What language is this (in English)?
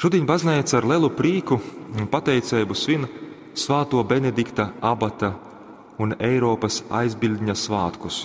Latgalian